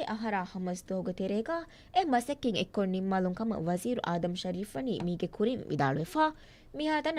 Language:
Divehi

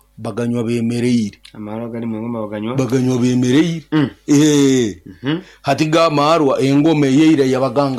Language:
Nyoro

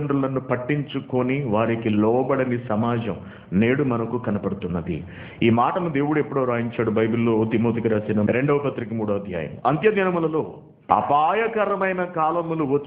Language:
Telugu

